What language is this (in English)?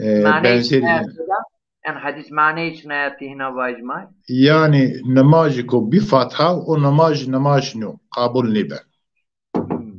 Zaza